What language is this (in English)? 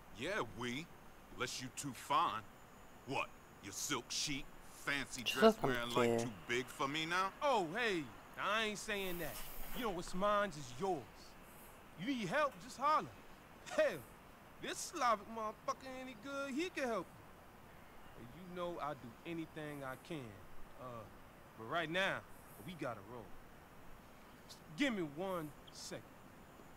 Slovak